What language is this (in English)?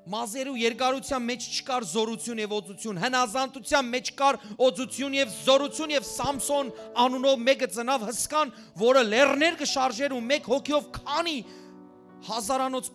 Western Armenian